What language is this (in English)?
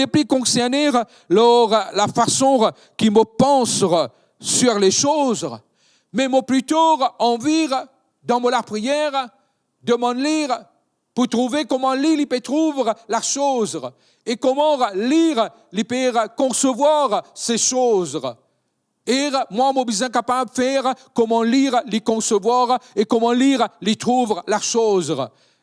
Morisyen